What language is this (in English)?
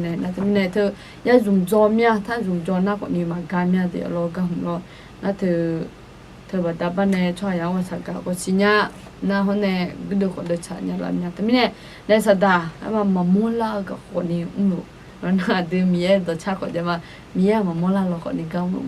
Akha